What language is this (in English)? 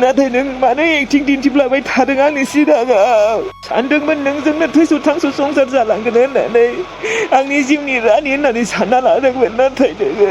Bodo